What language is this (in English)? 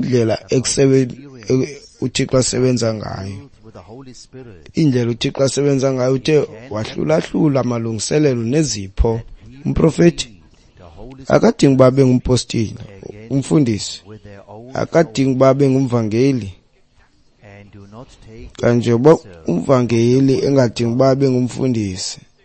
Xhosa